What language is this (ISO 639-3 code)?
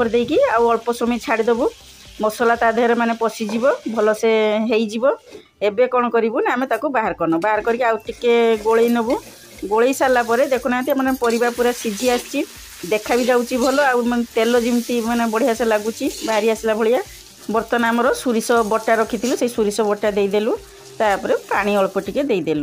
ori